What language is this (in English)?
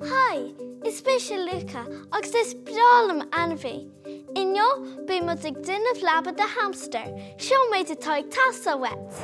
Irish